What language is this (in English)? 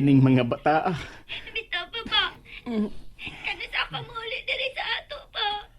Cebuano